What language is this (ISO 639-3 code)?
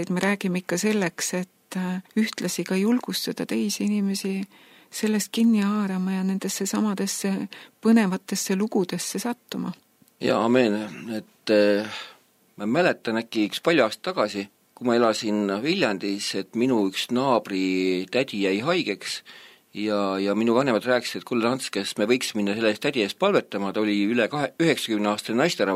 est